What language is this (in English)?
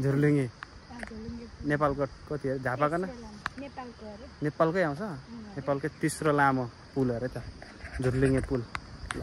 Nepali